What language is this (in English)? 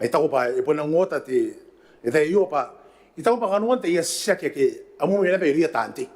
Gilbertese